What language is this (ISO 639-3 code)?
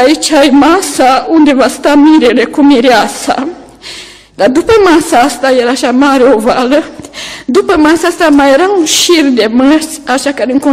ron